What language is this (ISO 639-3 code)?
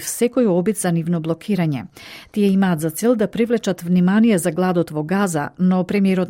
mkd